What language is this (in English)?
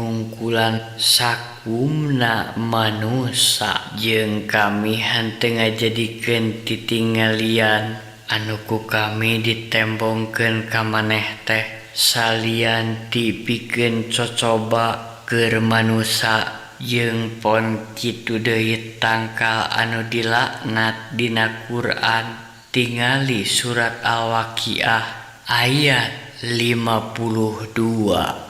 Sundanese